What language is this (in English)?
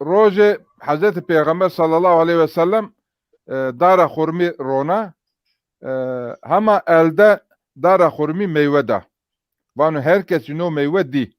Zaza